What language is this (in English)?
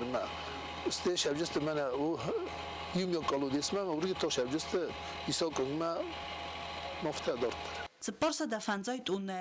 Ossetic